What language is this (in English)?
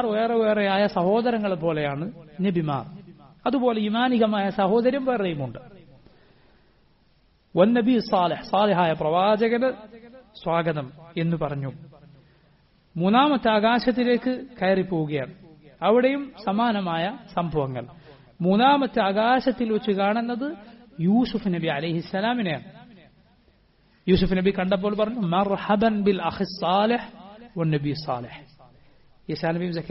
Malayalam